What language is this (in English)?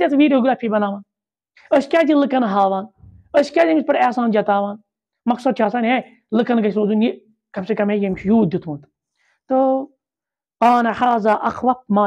Kashmiri